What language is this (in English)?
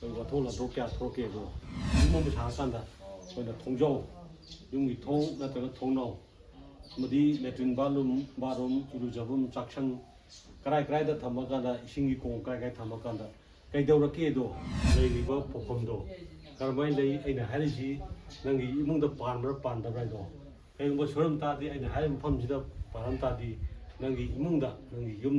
Manipuri